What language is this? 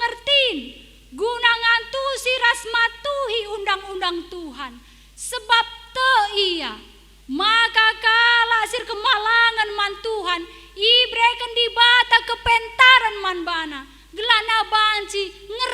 Batak Karo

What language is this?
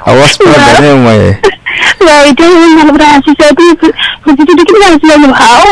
Naga Pidgin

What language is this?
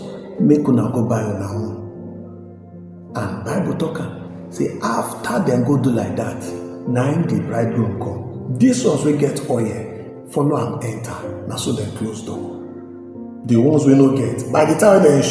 Nigerian Pidgin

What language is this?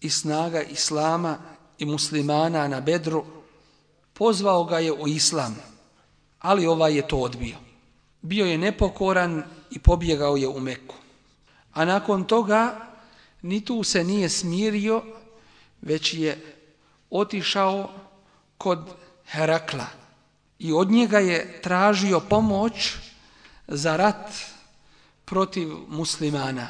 Bosnian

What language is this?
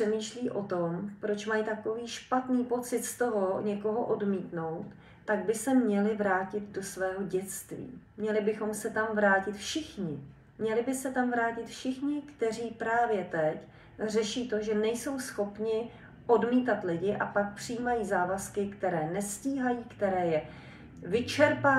Czech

